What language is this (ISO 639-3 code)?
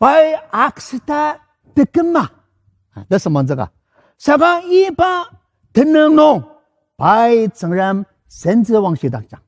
njo